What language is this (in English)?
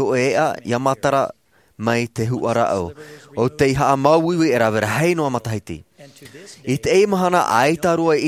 Tahitian